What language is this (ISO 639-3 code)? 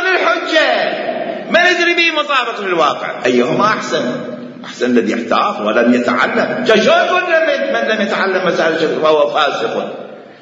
acm